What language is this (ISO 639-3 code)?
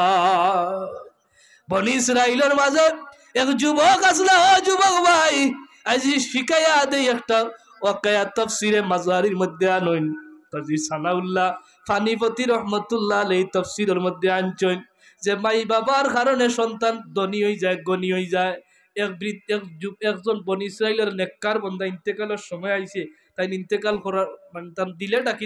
syl